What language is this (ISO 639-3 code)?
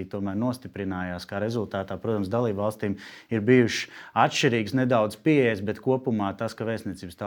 lav